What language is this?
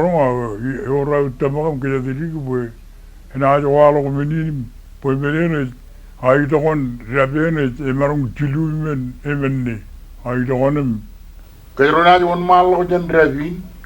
Marshallese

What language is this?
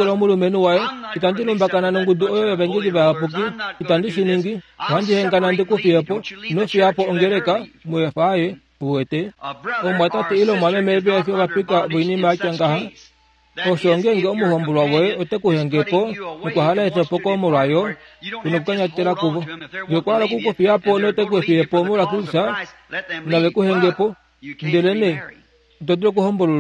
Kuanyama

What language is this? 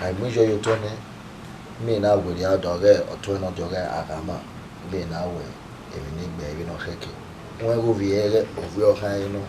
Bini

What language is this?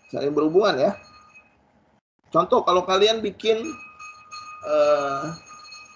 Indonesian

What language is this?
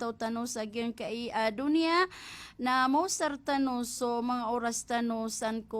Maranao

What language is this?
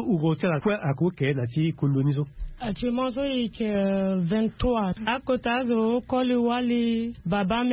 Sango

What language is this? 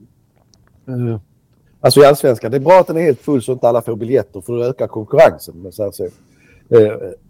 Swedish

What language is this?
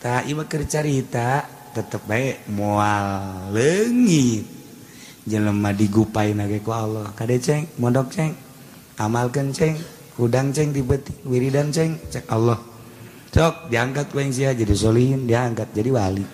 Sundanese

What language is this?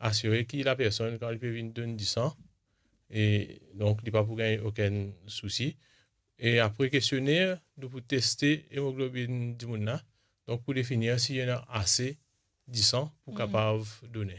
Morisyen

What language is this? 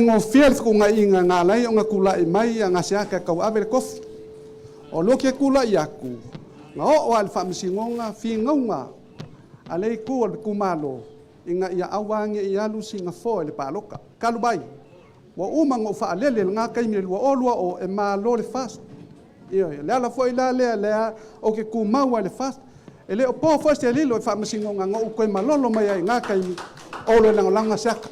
Samoan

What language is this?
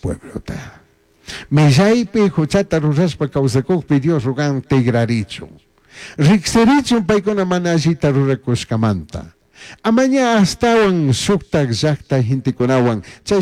Chimborazo Highland Quichua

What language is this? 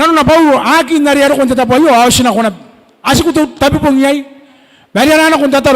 Gilbertese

